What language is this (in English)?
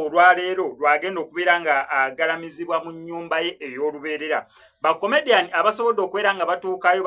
Ganda